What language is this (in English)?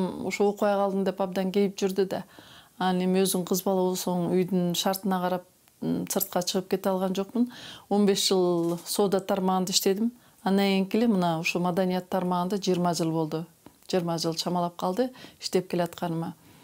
Kyrgyz